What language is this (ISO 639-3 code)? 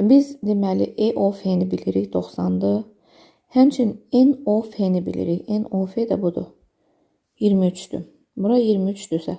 aze